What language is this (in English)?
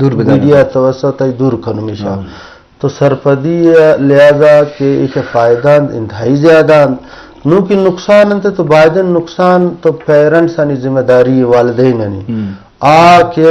Baluchi